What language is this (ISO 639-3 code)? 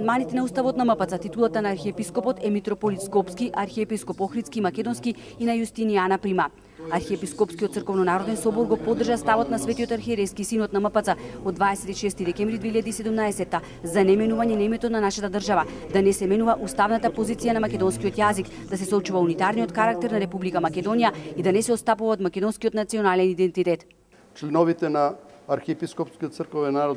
mkd